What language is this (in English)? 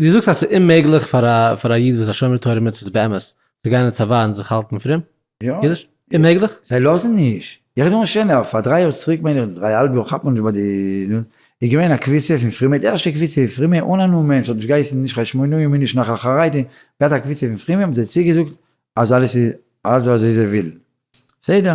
Yiddish